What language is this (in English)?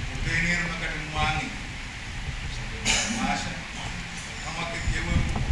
Pohnpeian